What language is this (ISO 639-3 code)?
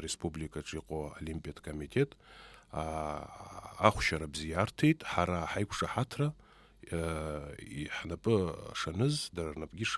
abk